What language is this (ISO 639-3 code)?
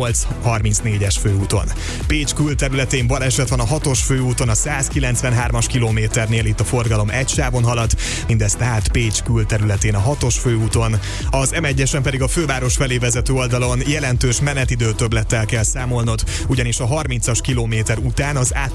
hun